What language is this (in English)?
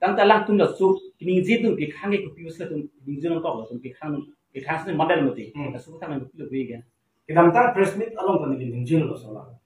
Karbi